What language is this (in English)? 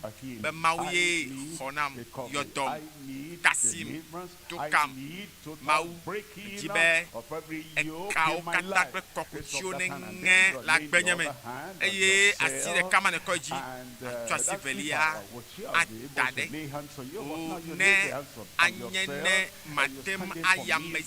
Ewe